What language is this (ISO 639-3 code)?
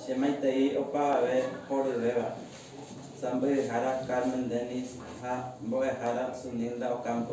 grn